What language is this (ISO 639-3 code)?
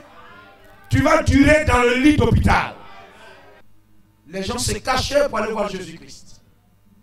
fra